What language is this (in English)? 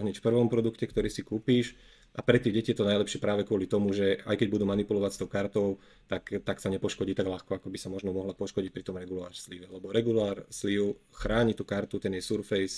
Slovak